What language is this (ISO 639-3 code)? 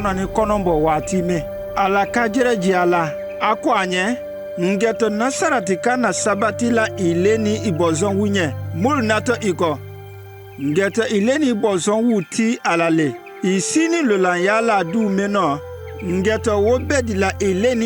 mku